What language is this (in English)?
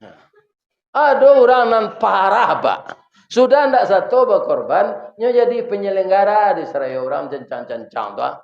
Minangkabau